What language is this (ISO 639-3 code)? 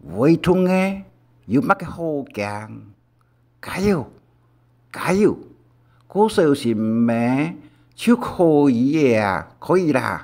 hak